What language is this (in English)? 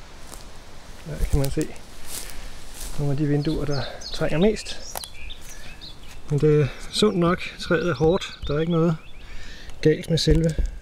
Danish